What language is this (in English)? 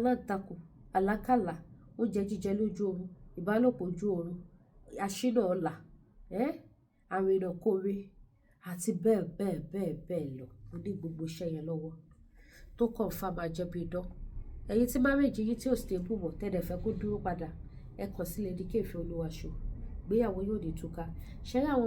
Yoruba